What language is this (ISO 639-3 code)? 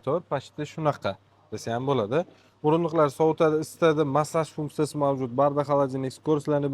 uzb